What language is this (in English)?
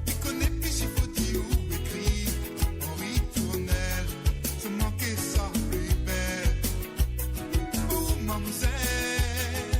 Morisyen